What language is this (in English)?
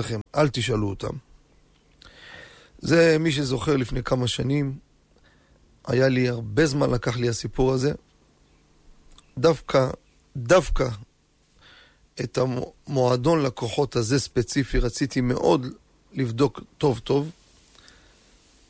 Hebrew